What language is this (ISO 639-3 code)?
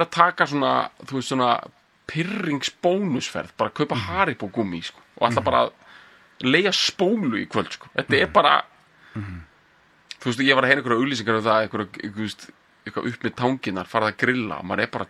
isl